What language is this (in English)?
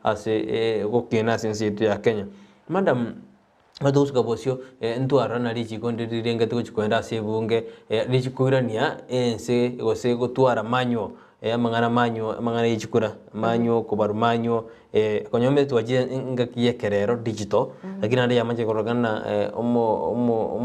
Gusii